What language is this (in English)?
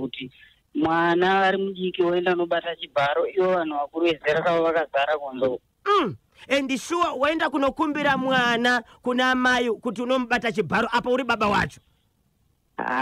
Shona